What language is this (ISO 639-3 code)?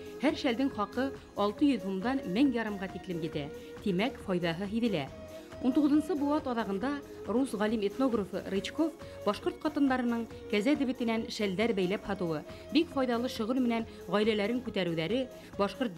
bak